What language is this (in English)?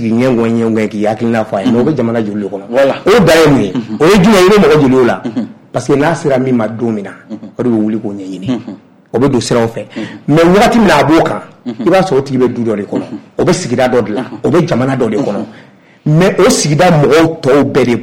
Bambara